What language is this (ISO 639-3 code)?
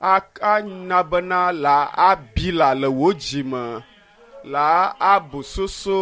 ewe